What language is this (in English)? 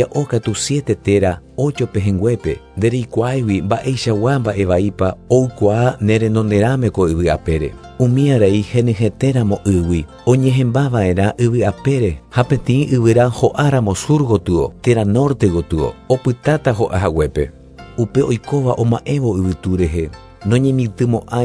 Guarani